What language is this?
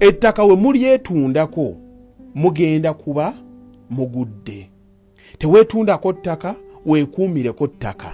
Ganda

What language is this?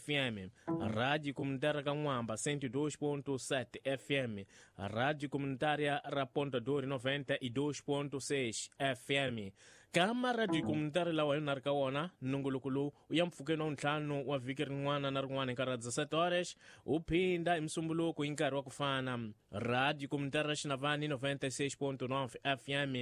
Tsonga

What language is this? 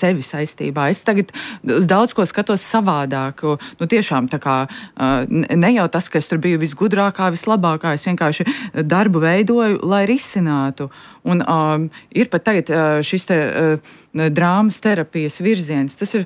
Latvian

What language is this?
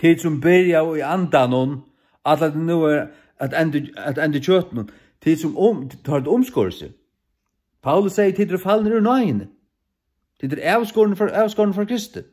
Faroese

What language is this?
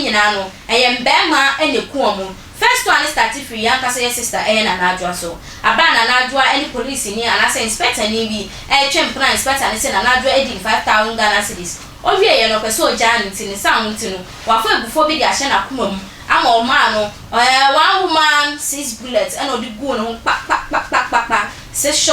Akan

